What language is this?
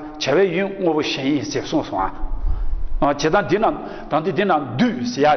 Tibetan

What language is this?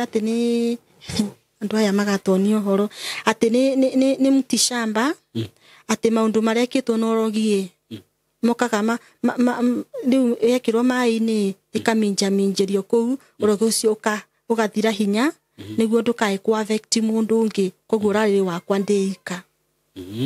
Kikuyu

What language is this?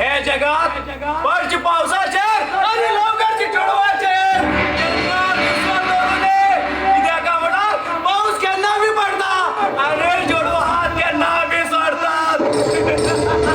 Konkani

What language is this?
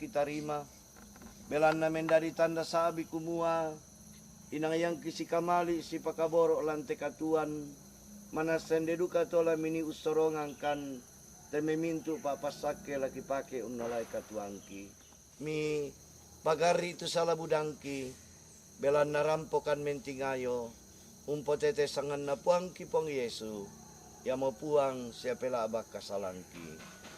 Toraja-Sa'dan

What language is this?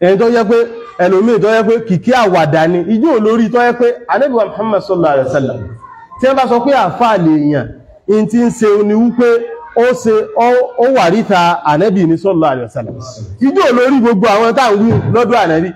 Yoruba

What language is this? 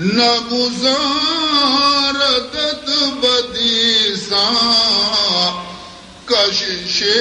Baluchi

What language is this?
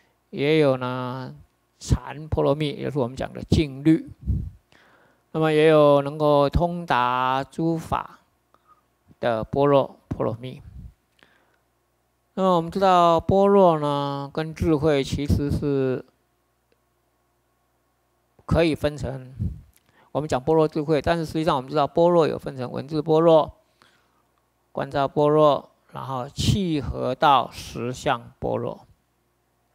Chinese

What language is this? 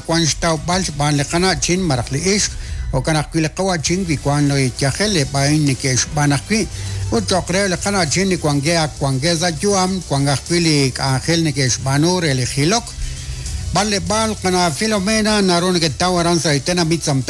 Kekchí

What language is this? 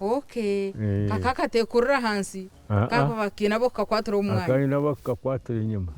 Nyankole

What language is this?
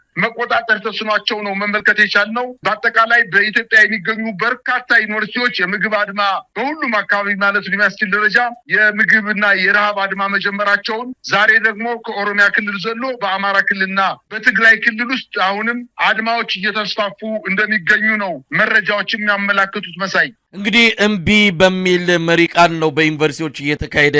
Amharic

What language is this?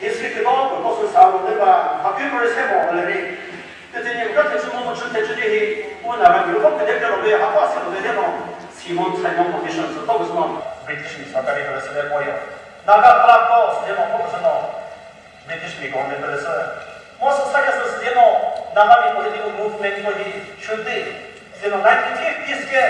Chokri Naga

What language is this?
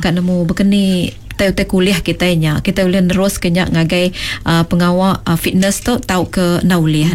Iban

